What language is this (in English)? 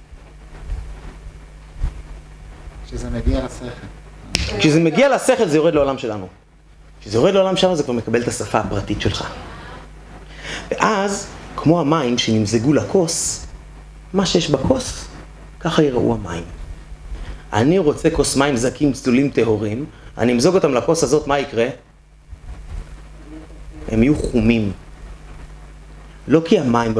Hebrew